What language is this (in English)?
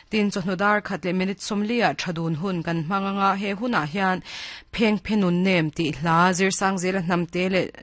Mizo